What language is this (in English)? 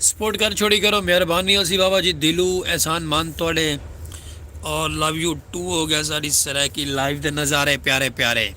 Saraiki